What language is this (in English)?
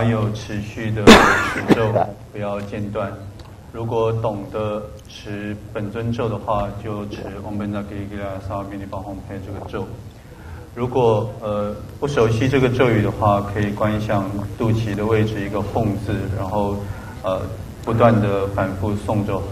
Chinese